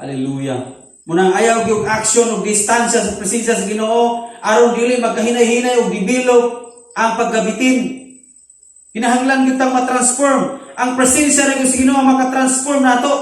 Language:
Cebuano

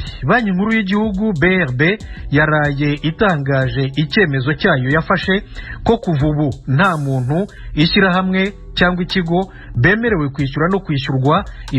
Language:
Rundi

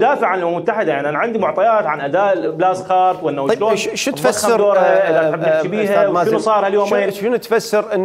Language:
Mesopotamian Arabic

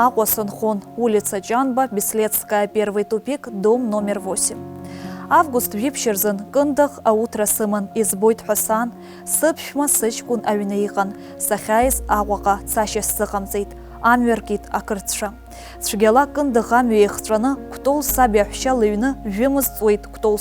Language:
Abkhazian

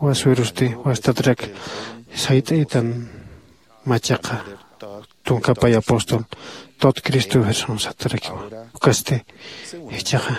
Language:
Aymara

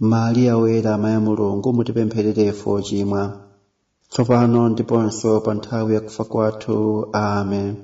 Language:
Nyanja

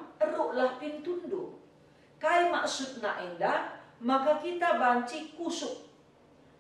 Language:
Batak Karo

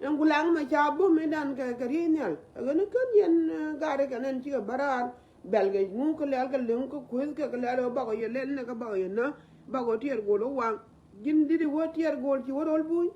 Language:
Nuer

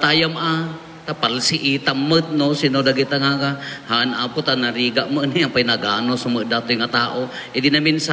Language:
Iloko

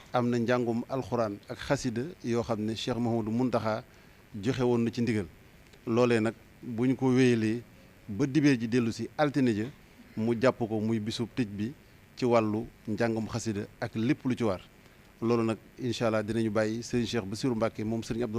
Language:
Wolof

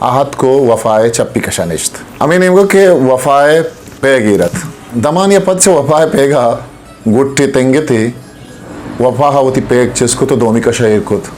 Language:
Eastern Balochi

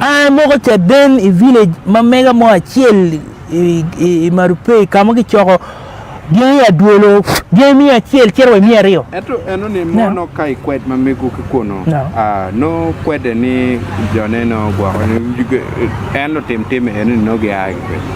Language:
Acoli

